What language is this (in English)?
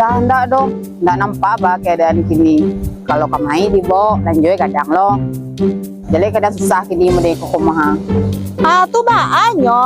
Minangkabau